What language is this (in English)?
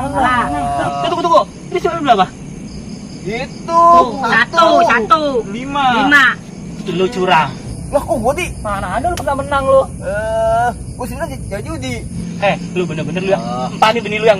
Betawi